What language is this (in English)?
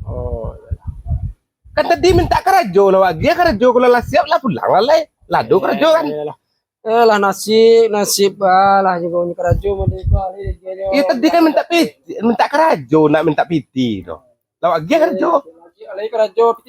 Minangkabau